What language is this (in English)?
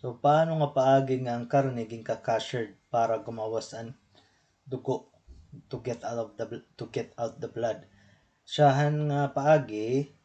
Waray